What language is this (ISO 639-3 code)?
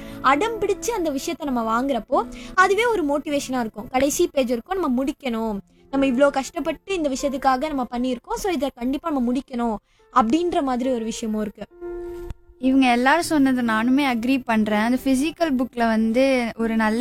tam